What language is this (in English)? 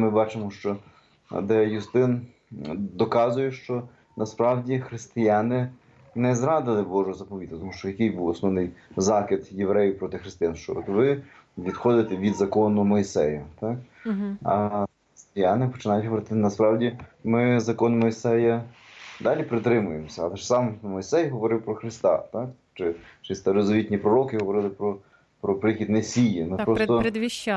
Ukrainian